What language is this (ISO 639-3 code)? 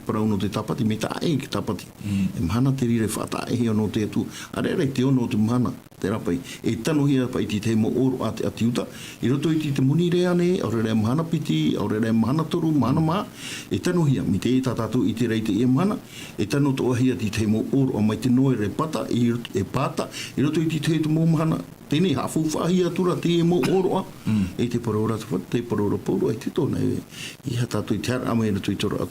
tah